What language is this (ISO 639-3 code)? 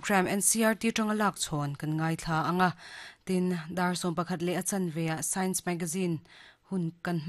lus